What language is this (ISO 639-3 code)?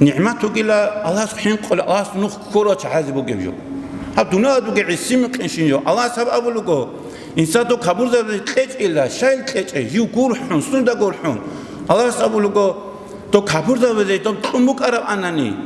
ava